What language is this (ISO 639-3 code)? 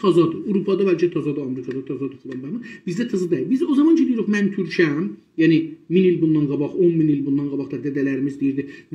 azb